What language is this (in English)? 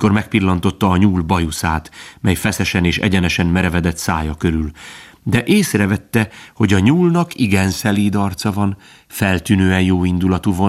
Hungarian